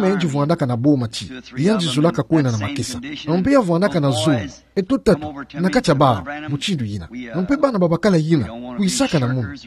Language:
Kituba (Democratic Republic of Congo)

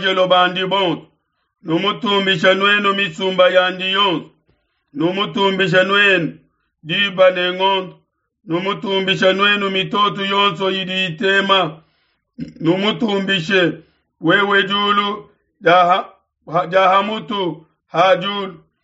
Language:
Luba-Lulua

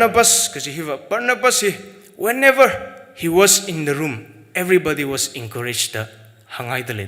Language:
Tangkhul Naga (India)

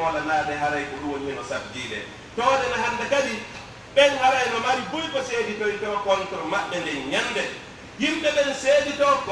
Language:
Pular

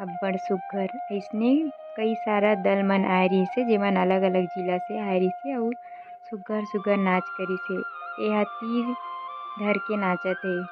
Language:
Chhattisgarhi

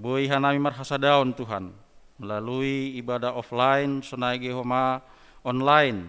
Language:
Batak Simalungun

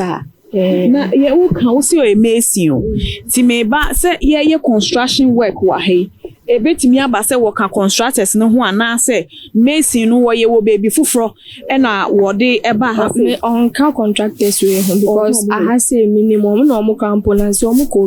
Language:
Akan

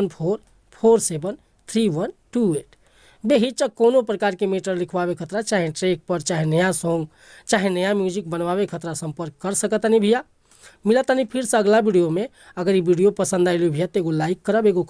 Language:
Bhojpuri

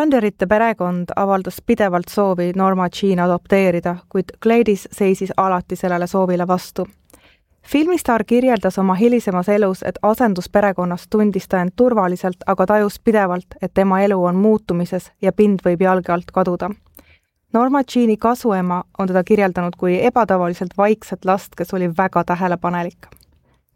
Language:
Estonian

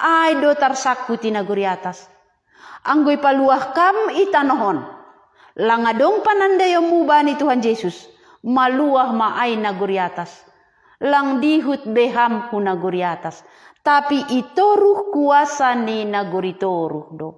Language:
Batak Simalungun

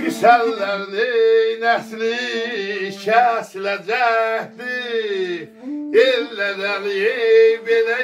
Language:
South Azerbaijani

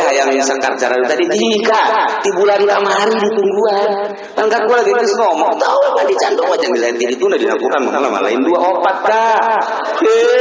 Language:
Sundanese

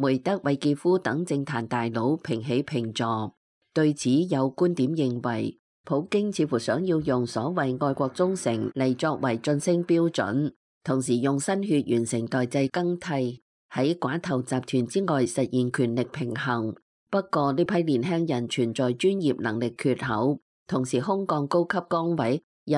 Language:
Cantonese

